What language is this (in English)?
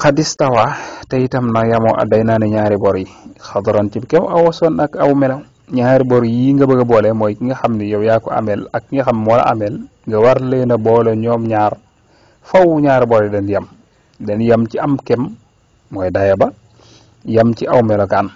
Wolof